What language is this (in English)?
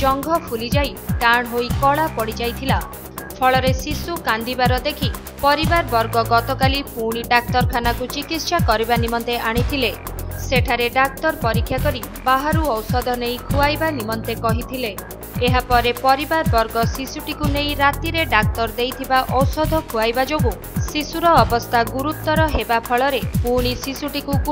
Odia